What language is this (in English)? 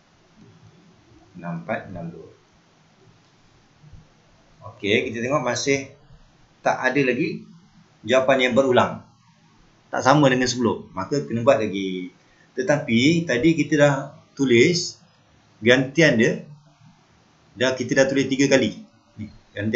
Malay